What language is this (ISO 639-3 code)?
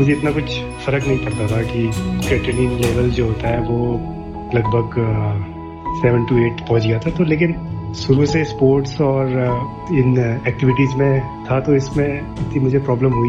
hin